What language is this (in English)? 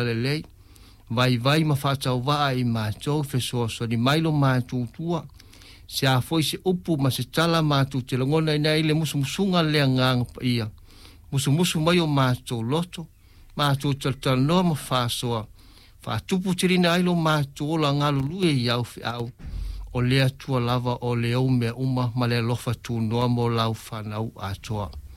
Samoan